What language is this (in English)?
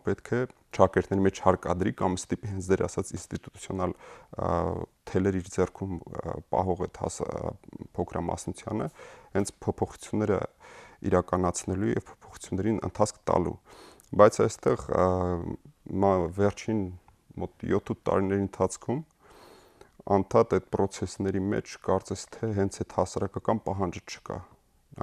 Armenian